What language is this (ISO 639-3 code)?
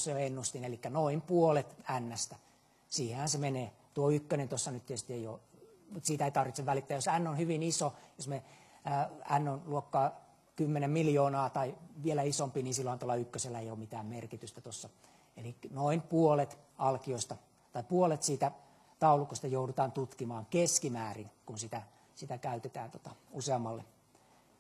fin